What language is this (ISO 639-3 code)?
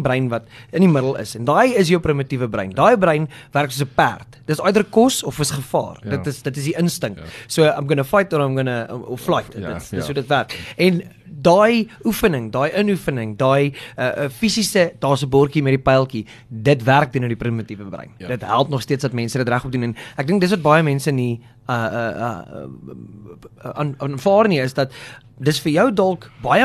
afr